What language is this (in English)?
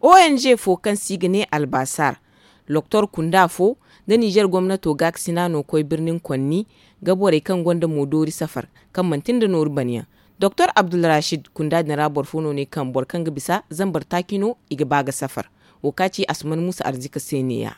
Zarma